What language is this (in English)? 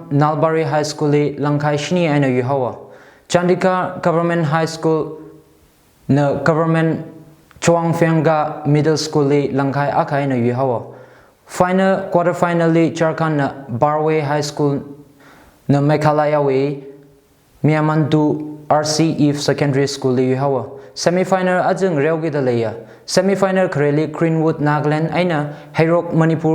Tangkhul Naga (India)